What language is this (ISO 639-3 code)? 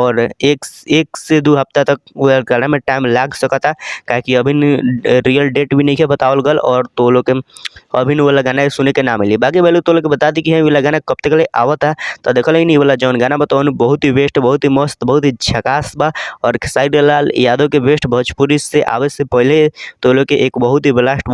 bho